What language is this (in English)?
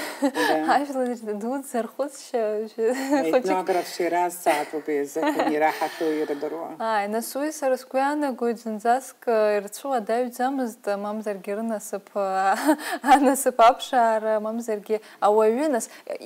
Abkhazian